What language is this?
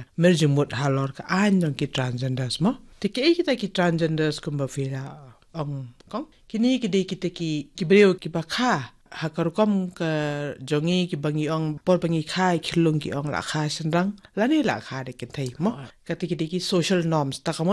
Khasi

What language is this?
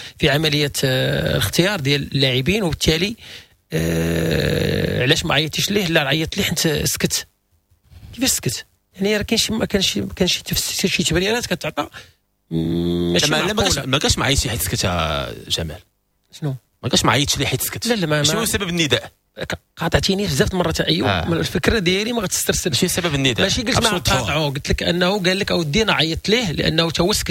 Moroccan Arabic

